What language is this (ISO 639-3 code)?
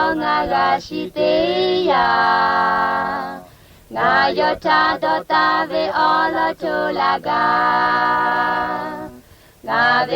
lhu